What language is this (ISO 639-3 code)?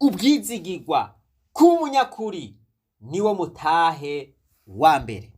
run